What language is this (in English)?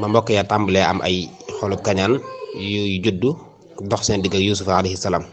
Wolof